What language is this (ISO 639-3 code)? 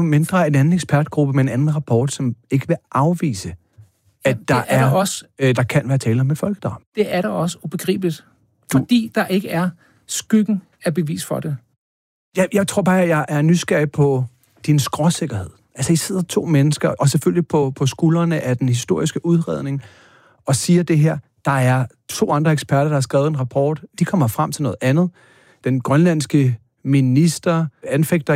dan